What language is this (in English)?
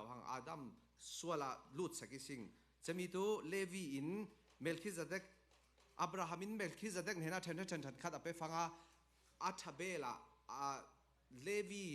Falam Chin